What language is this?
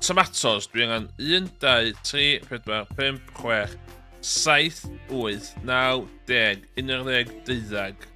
Welsh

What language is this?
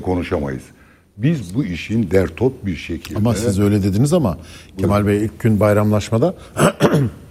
Turkish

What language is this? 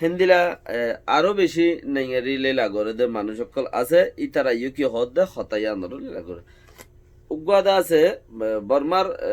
Rohingya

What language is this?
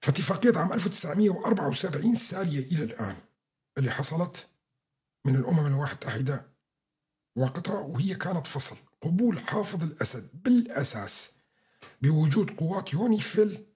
North Levantine Arabic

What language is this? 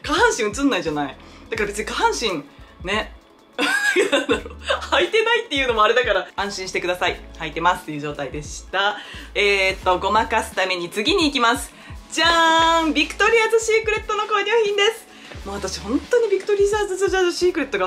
Japanese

